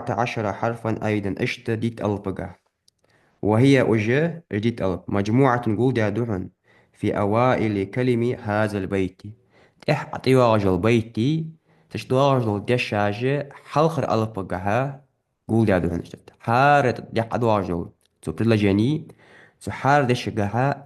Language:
Ingush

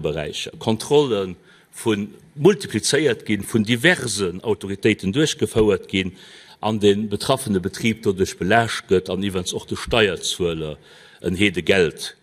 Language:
Luxembourgish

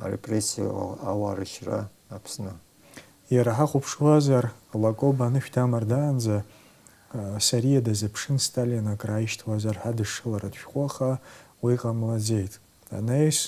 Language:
Abkhazian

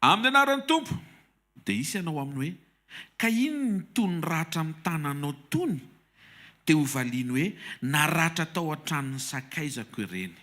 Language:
Malagasy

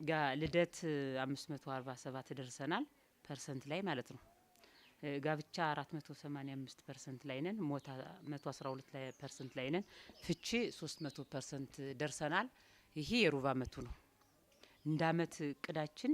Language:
Amharic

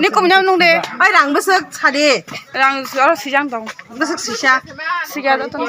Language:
Kok Borok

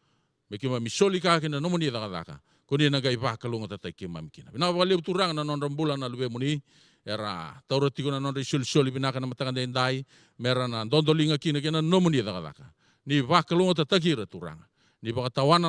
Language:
Fijian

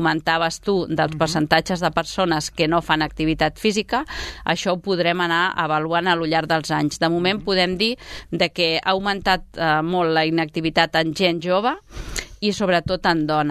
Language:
Catalan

